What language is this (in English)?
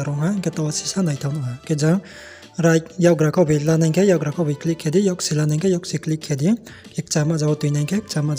Riang (India)